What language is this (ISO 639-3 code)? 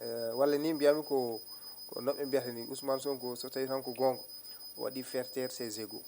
ful